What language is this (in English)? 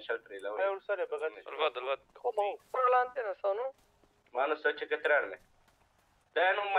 Romanian